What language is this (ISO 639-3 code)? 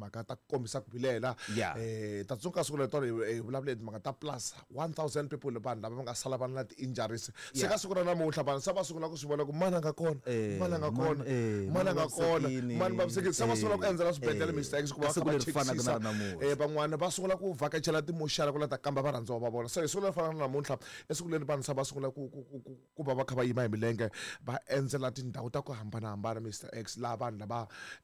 tso